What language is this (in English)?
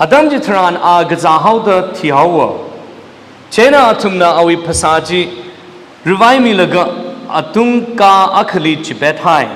Tangkhul Naga (India)